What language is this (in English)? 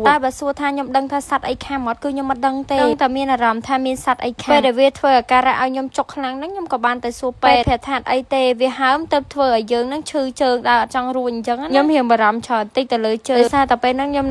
Khmer